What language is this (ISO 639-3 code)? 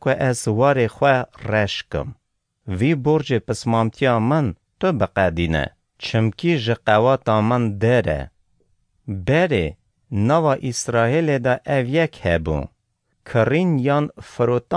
kur